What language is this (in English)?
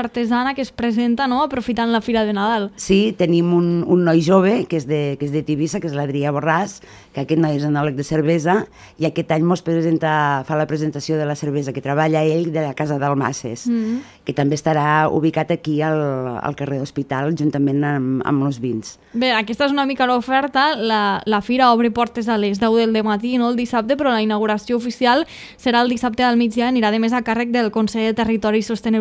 Catalan